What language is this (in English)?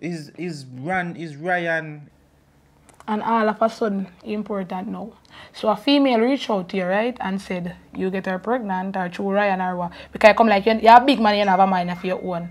Jamaican Creole English